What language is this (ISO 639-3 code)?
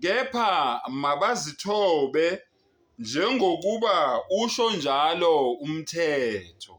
zul